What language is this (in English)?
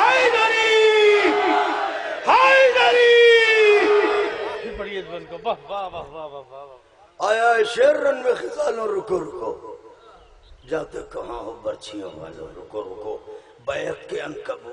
Urdu